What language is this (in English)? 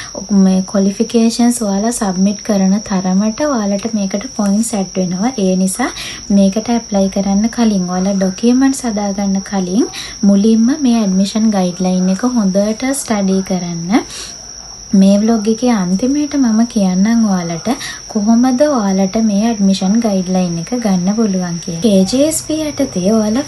Sinhala